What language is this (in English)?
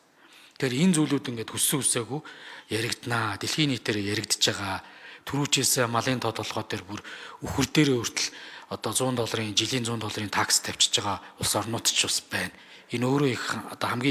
Mongolian